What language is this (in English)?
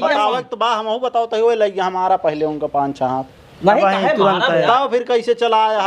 Awadhi